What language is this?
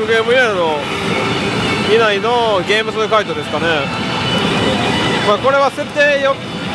Japanese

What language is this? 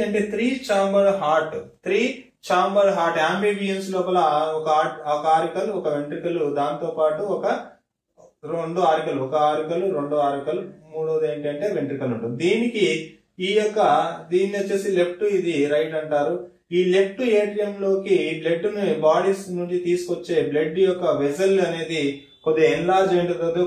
Telugu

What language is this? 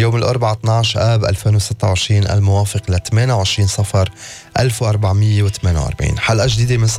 North Levantine Arabic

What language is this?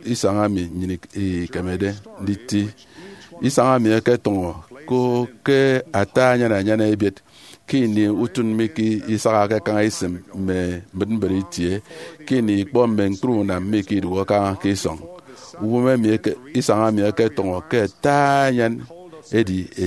Efik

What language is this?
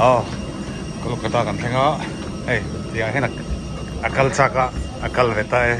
Mizo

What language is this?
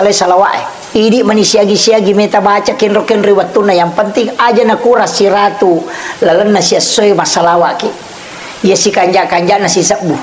Buginese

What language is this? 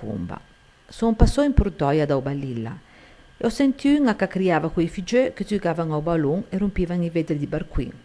Ligurian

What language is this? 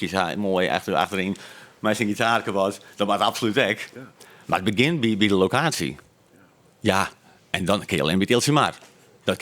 Western Frisian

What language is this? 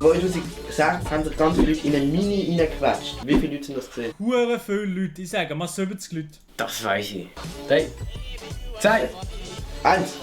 Swiss German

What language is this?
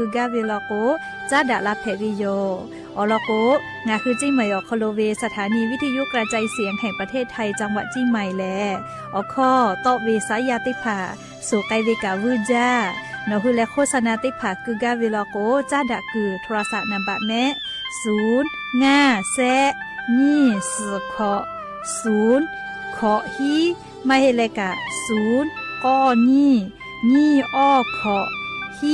Lahu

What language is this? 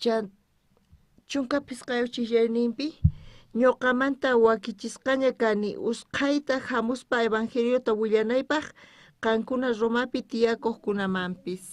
South Bolivian Quechua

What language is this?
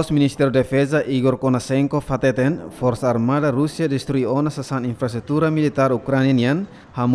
Tetum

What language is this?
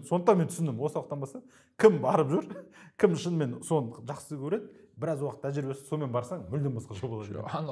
Kazakh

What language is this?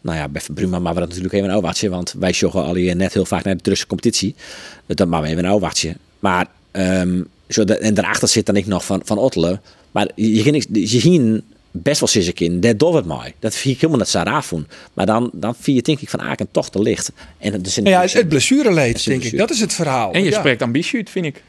Western Frisian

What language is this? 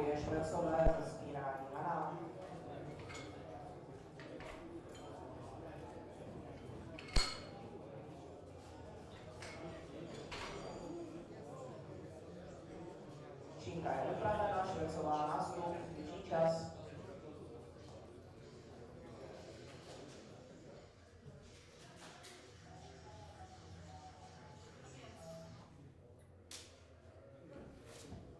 Czech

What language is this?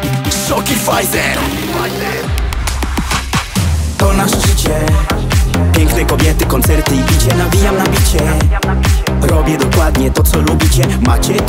Polish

